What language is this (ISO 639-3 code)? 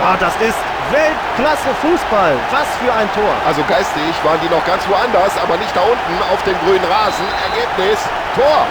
bar